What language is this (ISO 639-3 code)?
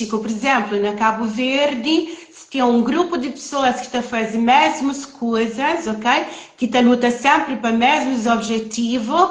kea